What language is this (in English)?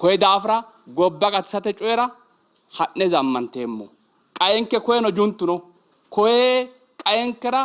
Sidamo